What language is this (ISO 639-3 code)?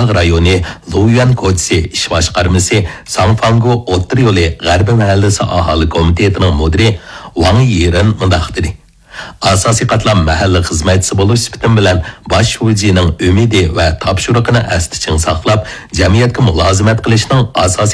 uig